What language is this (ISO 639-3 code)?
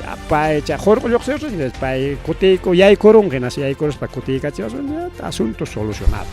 quy